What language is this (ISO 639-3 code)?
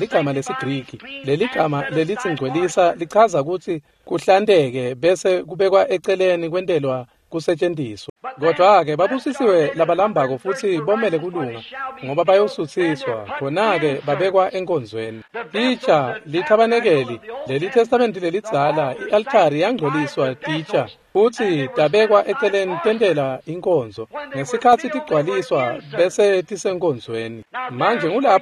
ssw